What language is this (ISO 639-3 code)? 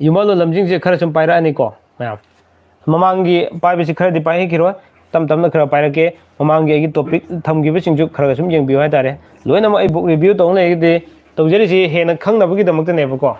mni